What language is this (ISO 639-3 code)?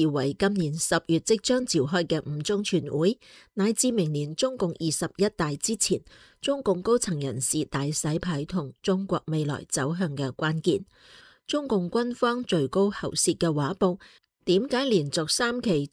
yue